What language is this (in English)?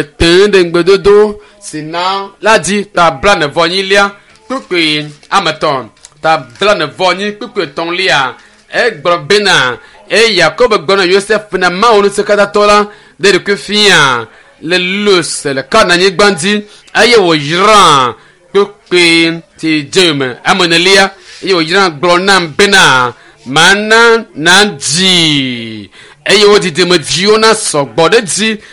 Ewe